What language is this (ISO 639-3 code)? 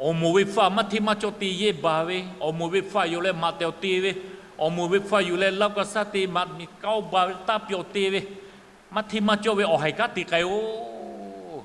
lhu